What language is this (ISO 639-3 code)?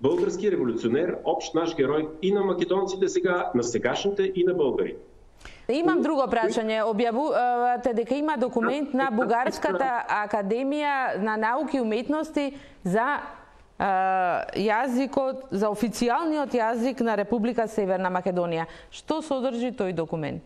mkd